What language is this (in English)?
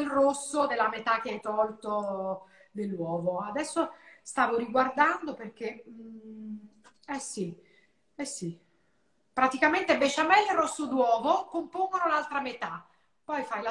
Italian